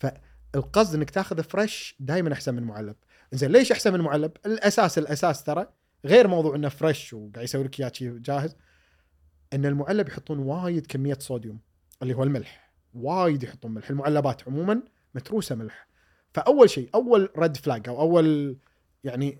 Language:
Gulf Arabic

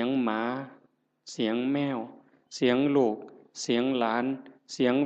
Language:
Northeastern Thai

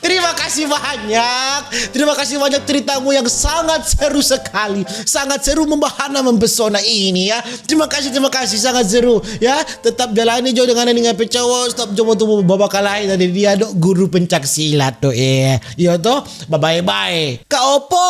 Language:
Manado Malay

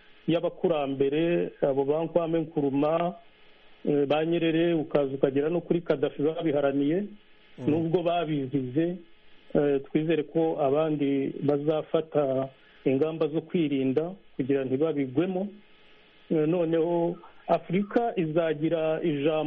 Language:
Kinyarwanda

